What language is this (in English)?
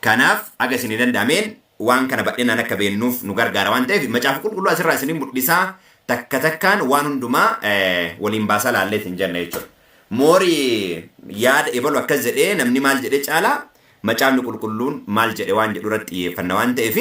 Oromo